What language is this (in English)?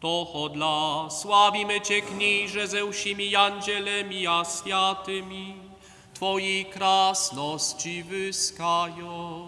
Upper Sorbian